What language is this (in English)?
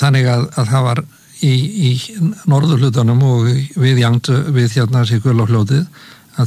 Icelandic